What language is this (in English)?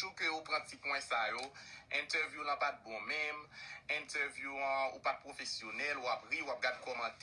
Haitian Creole